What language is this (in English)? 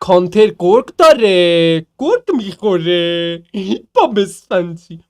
South Azerbaijani